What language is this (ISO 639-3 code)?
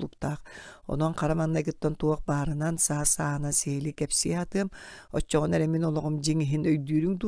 sah